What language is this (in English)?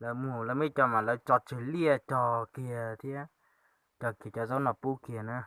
Hmong